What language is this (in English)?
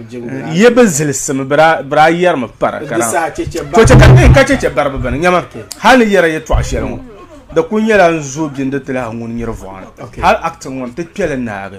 Dagbani